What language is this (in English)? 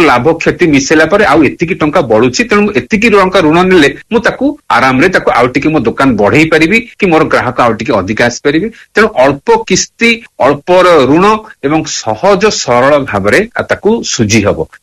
Odia